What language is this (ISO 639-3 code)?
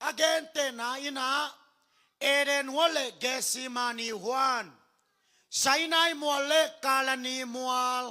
ctd